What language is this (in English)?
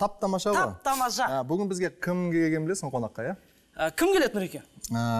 Kazakh